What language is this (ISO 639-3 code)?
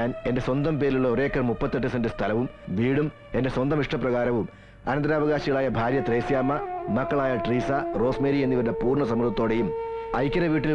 mal